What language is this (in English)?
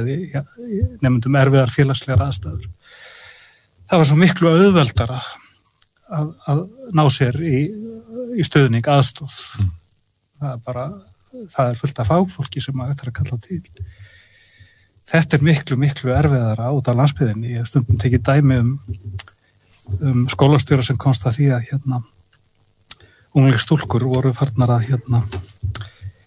Icelandic